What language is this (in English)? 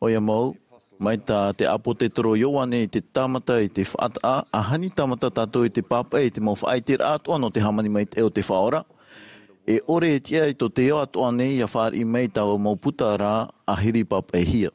Tahitian